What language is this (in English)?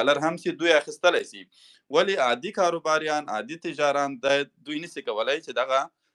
Pashto